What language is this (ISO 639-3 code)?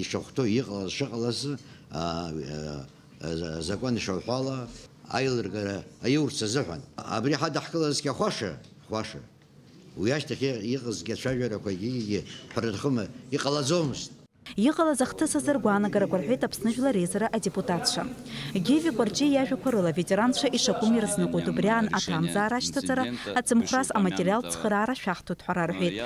abk